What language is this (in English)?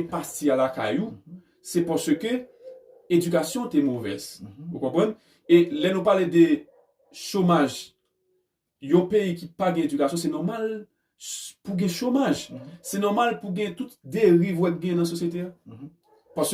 Haitian Creole